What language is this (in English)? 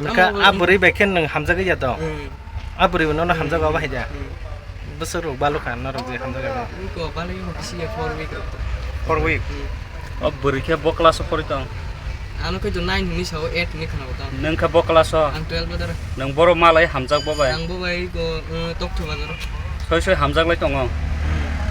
Kok Borok